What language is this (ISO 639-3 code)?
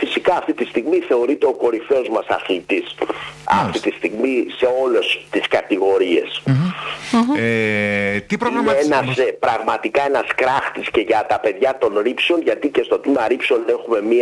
ell